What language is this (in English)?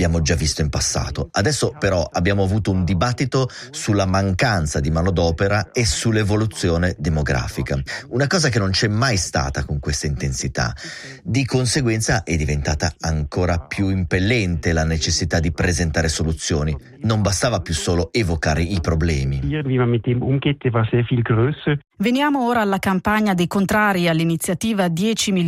Italian